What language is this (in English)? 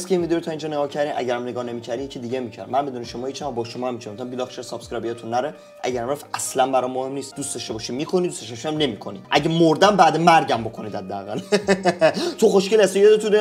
Persian